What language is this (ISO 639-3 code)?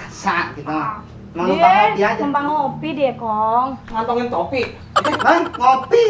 bew